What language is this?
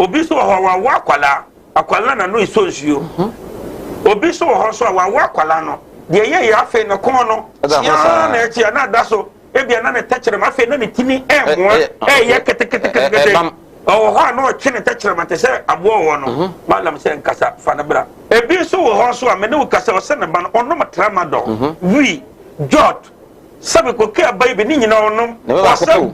Akan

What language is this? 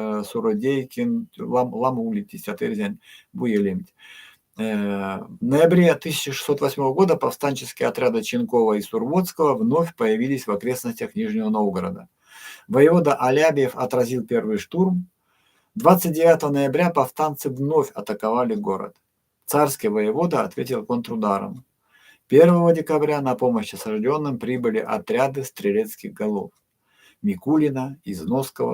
Erzya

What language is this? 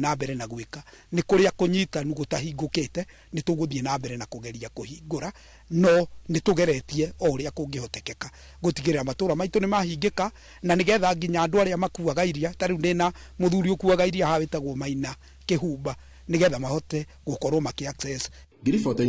Kikuyu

